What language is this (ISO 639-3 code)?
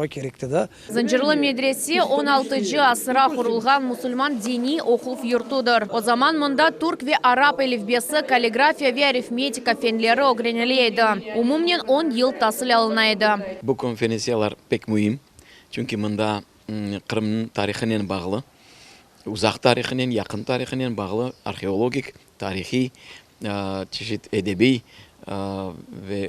crh